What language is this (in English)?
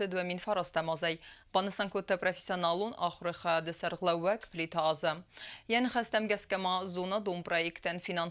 Ossetic